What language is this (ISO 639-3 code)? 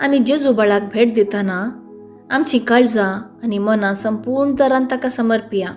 kok